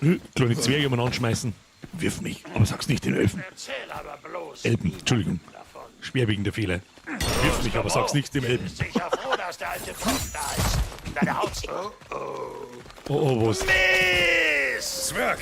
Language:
Bavarian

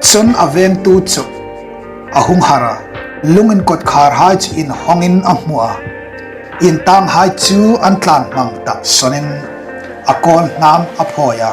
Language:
Hmar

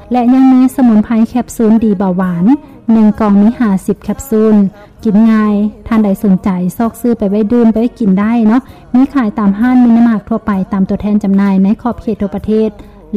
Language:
Lao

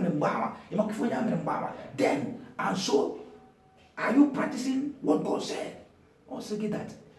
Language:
Igbo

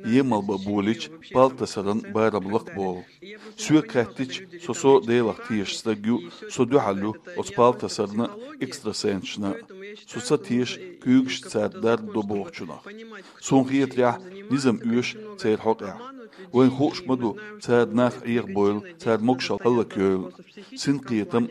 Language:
Chechen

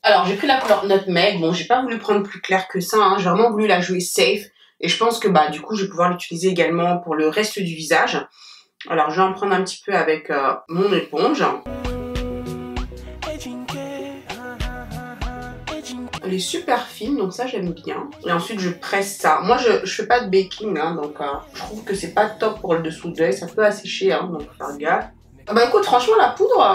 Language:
French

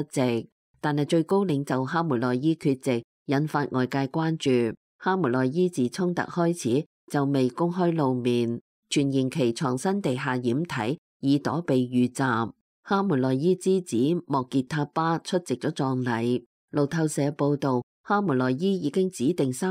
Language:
Cantonese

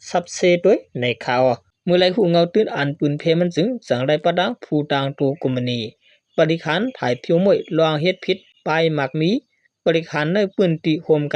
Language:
Shan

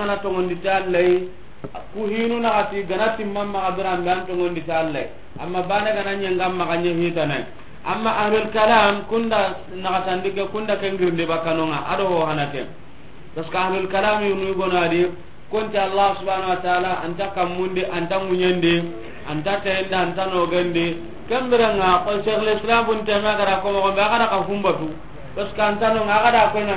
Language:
Soninke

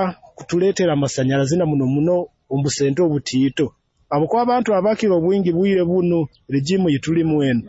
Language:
Nyoro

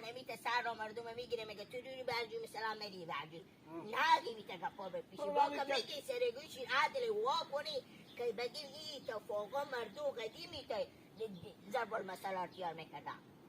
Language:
Hazaragi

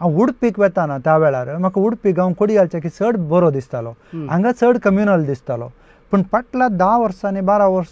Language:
Konkani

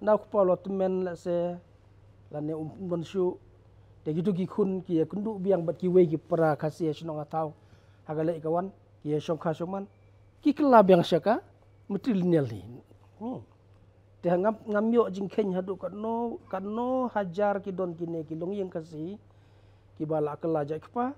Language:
Khasi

